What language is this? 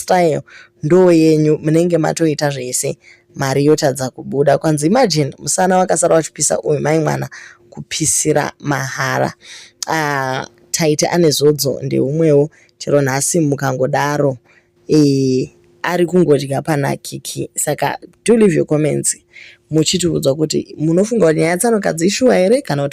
Shona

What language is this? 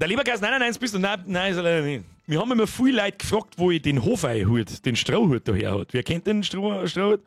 Bavarian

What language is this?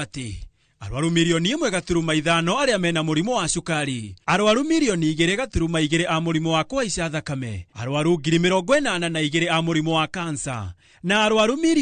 Kikuyu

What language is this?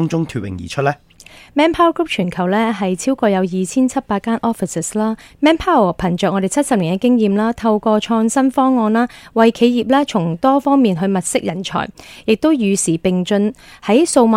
Cantonese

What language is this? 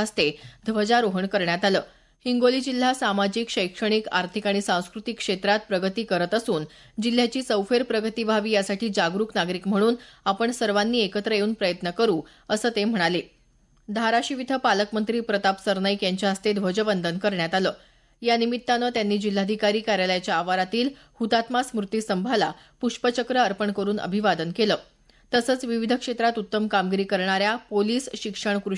Marathi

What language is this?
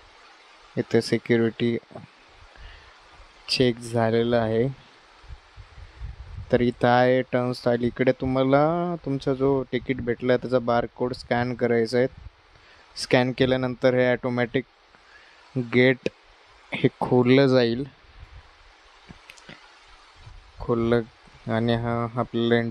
Marathi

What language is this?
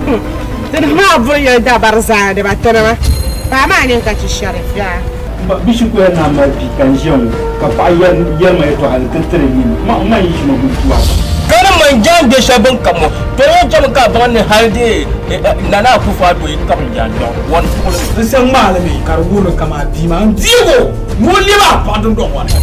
Dagbani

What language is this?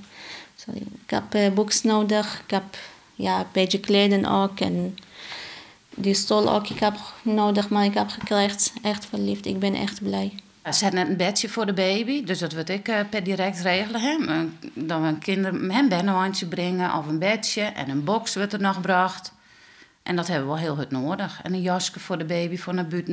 Western Frisian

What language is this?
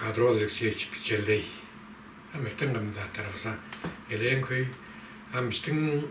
Tuvinian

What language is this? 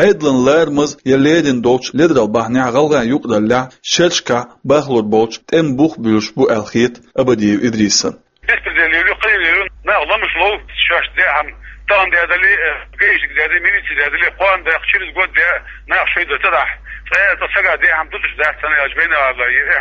Chechen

